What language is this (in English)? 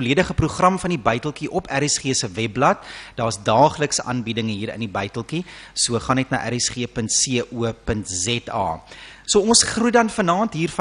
Afrikaans